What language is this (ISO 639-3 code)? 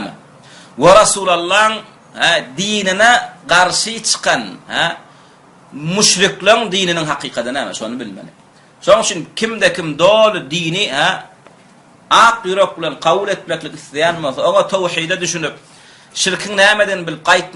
tuk